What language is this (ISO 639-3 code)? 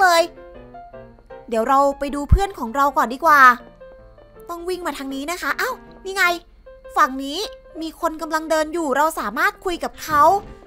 tha